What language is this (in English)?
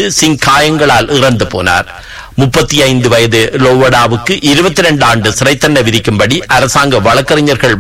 Tamil